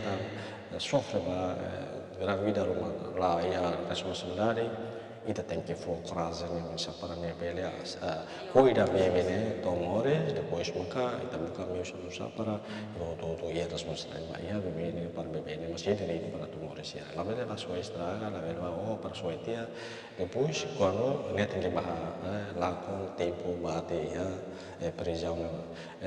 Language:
Tetum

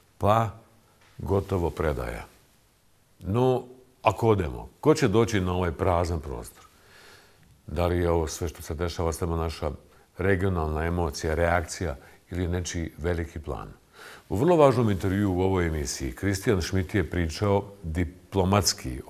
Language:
Bosnian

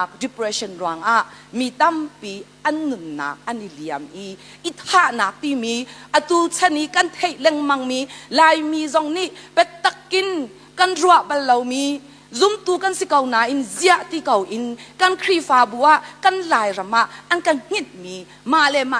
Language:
Hakha Chin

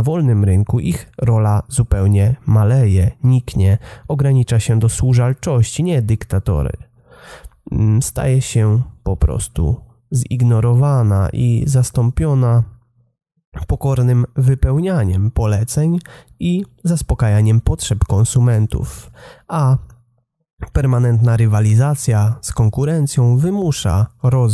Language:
Polish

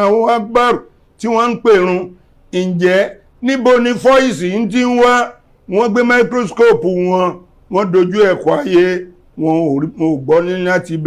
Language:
Yoruba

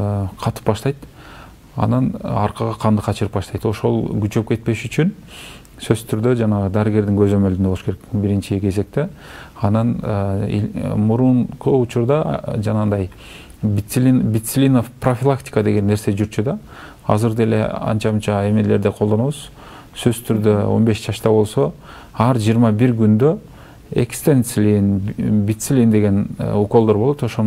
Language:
Kyrgyz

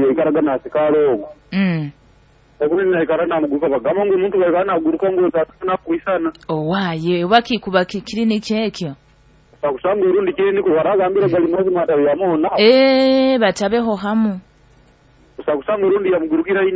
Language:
Nyoro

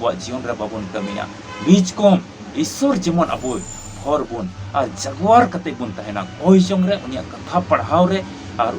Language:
Santali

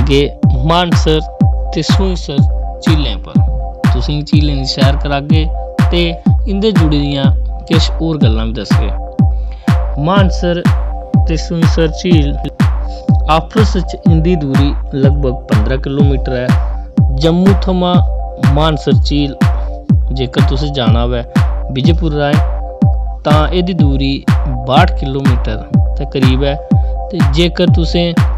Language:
Dogri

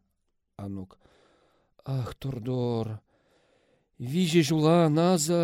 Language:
Chuvash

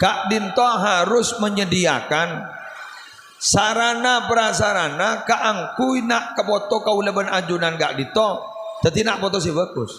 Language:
Madurese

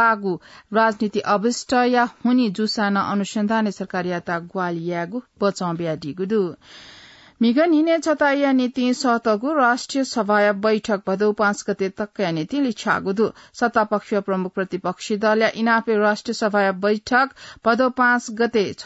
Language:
Newari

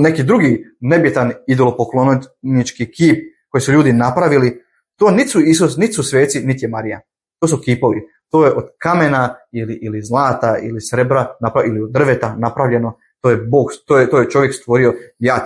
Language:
Bosnian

